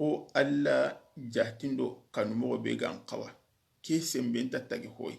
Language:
Soninke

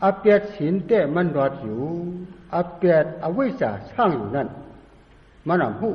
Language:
Shan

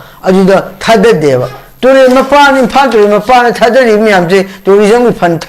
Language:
Manipuri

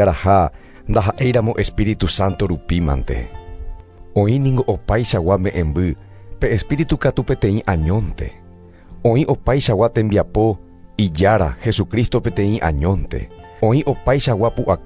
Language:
Guarani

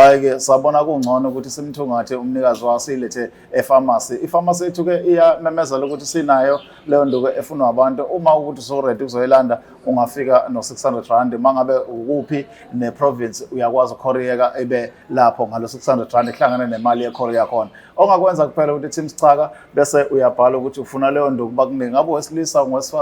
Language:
Zulu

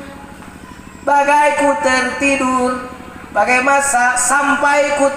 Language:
Sundanese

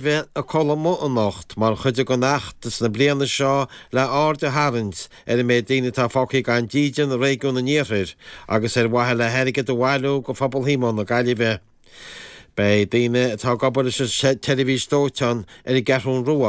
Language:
Irish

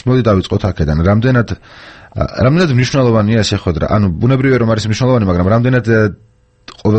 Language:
Georgian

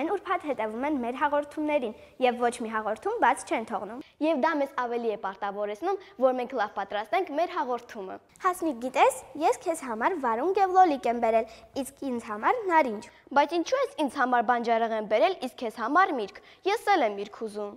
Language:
Armenian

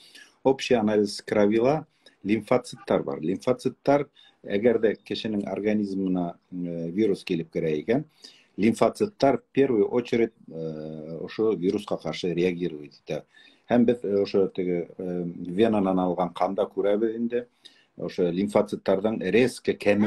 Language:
Bashkir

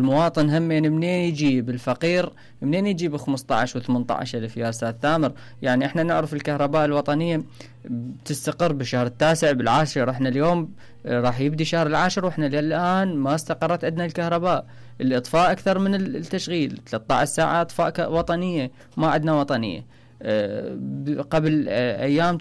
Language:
Mesopotamian Arabic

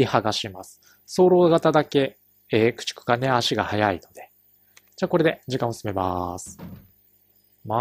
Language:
Japanese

